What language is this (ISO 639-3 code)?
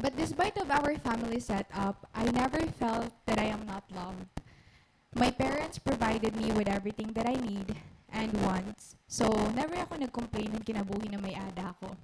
war